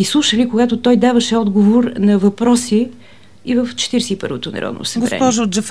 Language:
Bulgarian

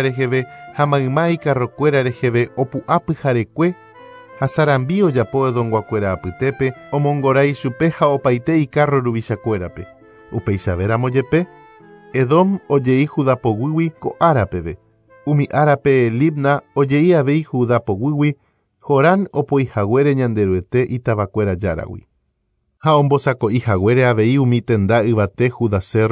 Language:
Guarani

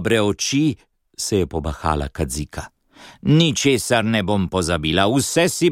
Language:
Slovenian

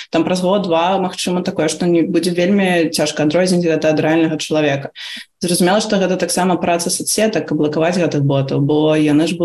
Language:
Belarusian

